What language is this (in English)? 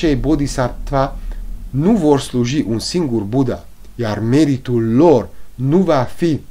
Romanian